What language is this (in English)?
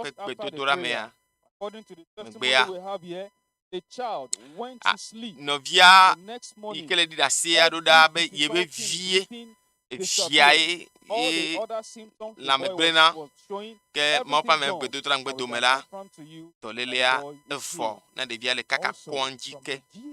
Ewe